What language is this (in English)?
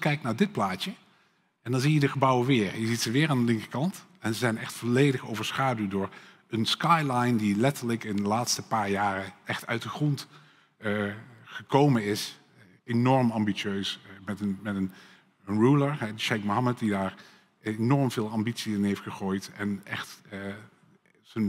Dutch